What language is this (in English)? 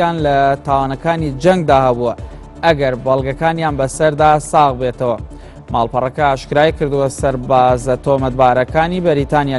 Central Kurdish